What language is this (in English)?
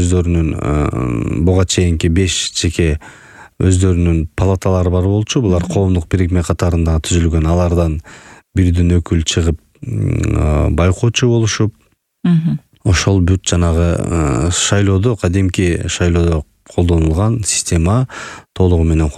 Kyrgyz